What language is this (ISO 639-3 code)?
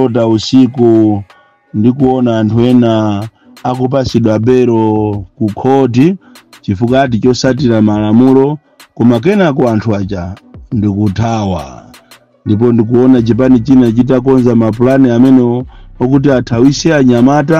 nya